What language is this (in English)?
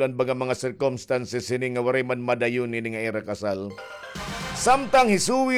Waray